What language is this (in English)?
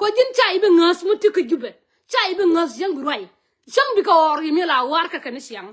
Nuer